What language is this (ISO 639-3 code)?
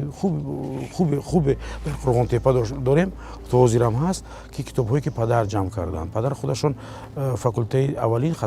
tgk